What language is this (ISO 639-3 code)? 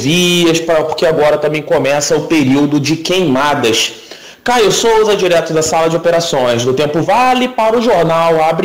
por